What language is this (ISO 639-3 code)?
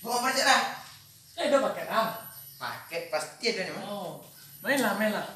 min